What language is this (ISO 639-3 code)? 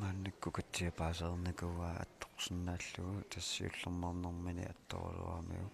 kal